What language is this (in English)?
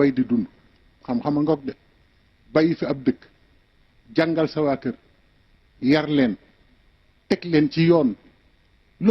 Wolof